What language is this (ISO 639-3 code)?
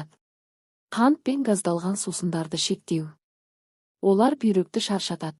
kaz